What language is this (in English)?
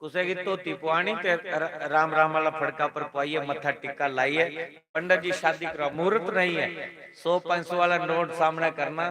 Dogri